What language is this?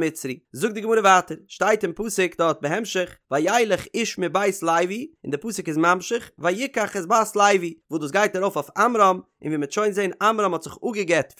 Yiddish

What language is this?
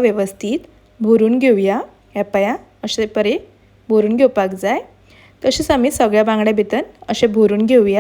Konkani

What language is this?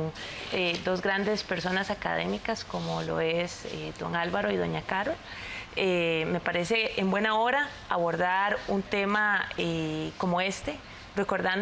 Spanish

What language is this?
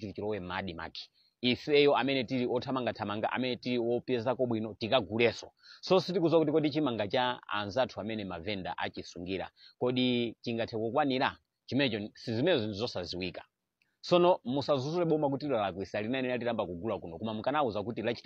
Nyanja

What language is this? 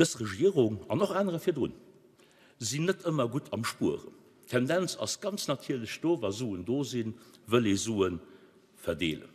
Luxembourgish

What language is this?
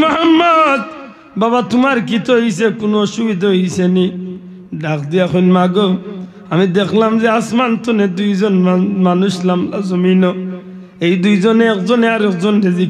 Sylheti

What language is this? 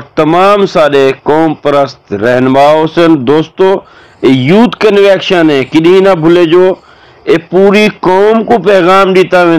Saraiki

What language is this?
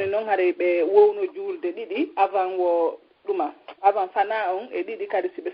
Fula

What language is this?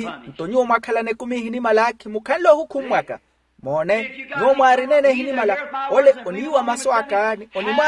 Makhuwa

